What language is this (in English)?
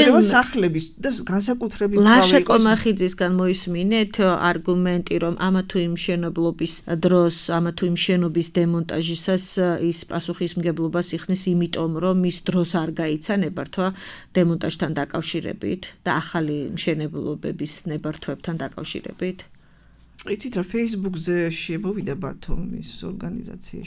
Georgian